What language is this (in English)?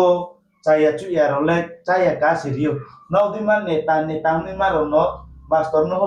Riang (India)